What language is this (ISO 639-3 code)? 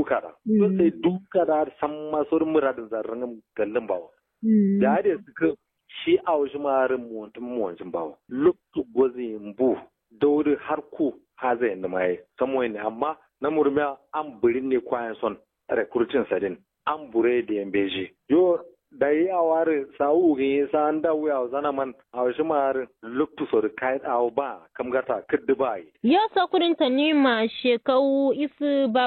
kau